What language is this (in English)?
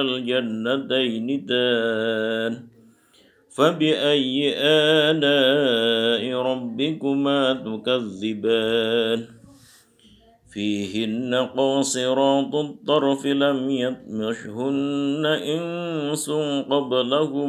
Arabic